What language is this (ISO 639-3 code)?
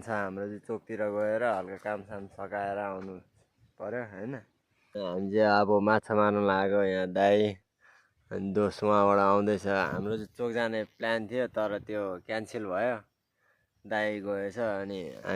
nep